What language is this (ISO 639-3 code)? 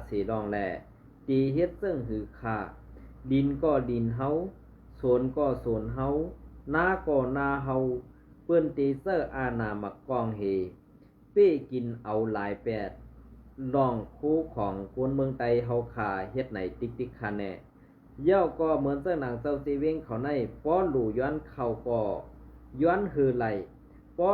shn